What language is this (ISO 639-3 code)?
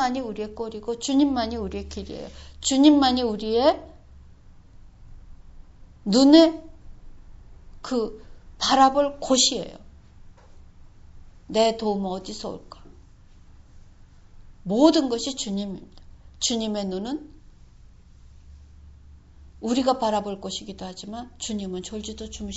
kor